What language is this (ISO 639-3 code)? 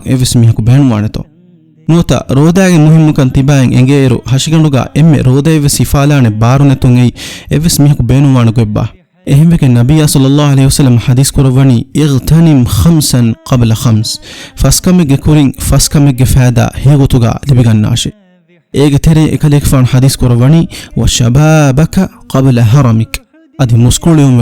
div